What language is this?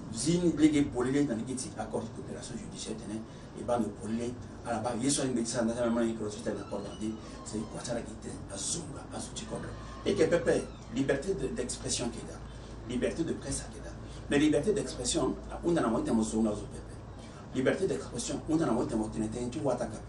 Sango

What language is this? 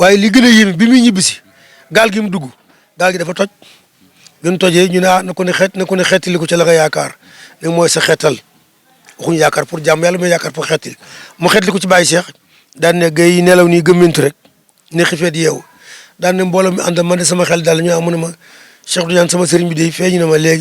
Wolof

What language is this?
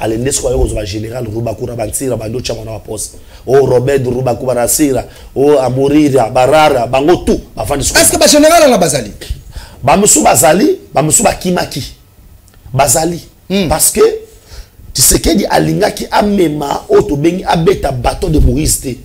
Lingala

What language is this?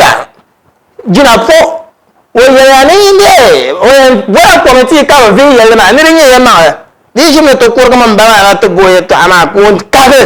Dagbani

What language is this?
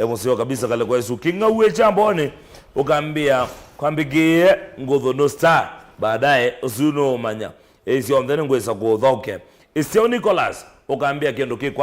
Kamba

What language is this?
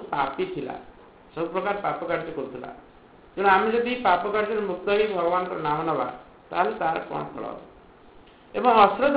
Odia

